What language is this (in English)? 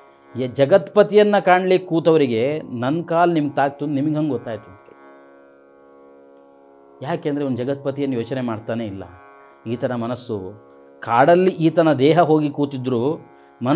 Kannada